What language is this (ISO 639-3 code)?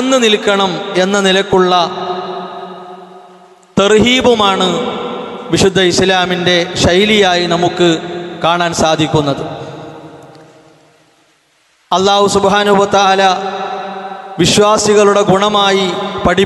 mal